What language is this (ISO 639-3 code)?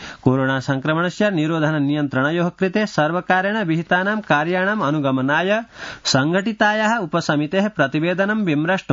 san